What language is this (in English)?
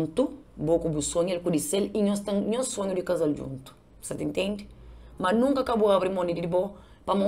Kabuverdianu